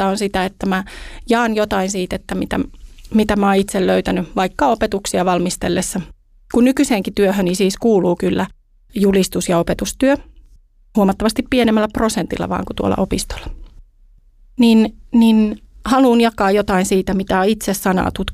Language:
Finnish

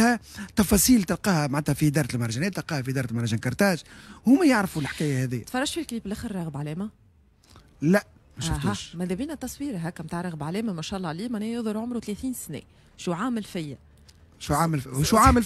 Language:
Tunisian Arabic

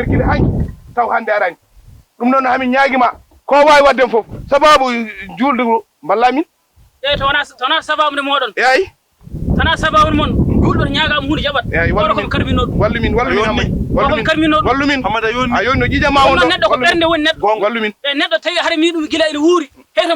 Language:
Fula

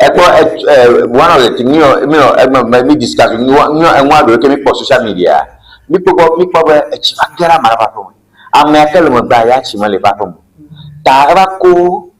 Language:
Ewe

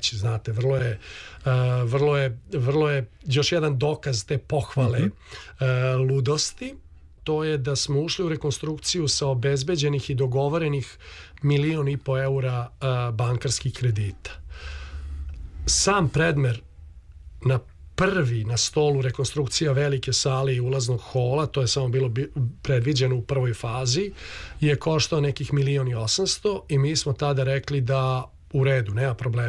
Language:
Serbian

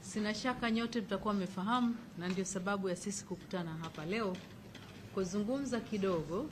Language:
Swahili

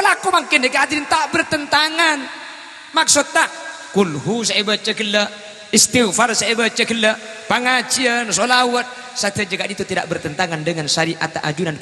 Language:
Madurese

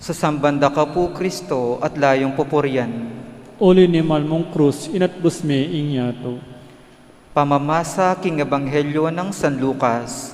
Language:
Pampanga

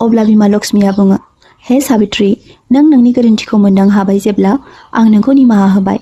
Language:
Bodo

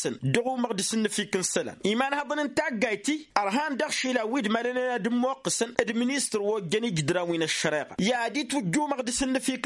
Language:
Tamasheq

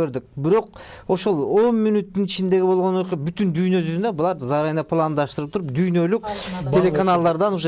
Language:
Kyrgyz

